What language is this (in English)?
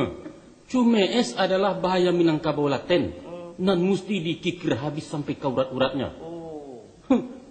Minangkabau